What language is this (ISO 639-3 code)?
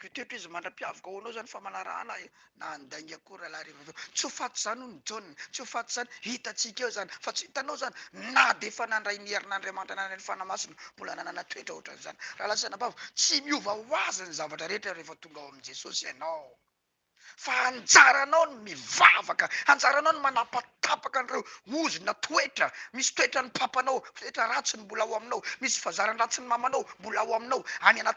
mlg